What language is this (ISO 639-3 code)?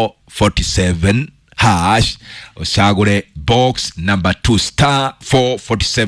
kik